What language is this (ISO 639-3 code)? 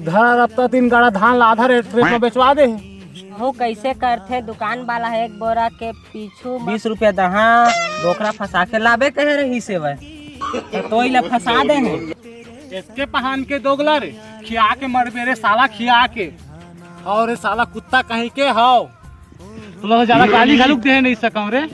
hne